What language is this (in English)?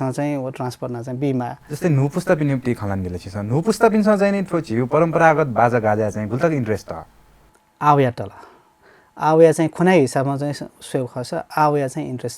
Newari